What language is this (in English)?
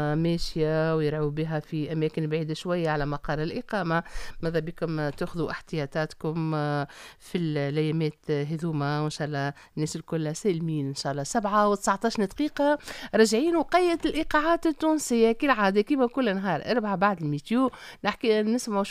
Tunisian Arabic